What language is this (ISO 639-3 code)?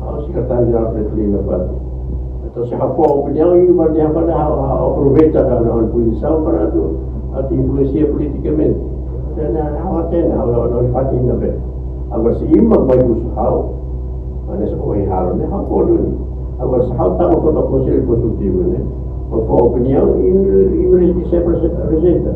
tet